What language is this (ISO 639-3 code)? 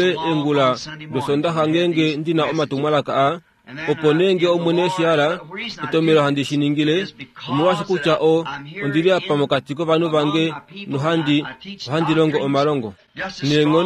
kua